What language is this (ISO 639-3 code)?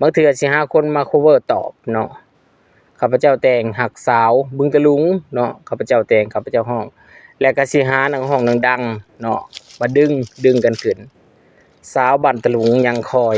lao